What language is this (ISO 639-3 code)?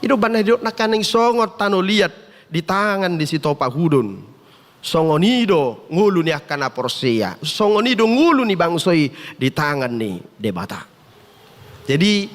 bbc